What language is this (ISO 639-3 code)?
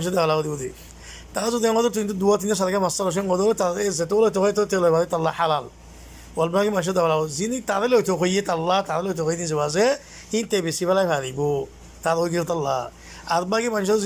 rhg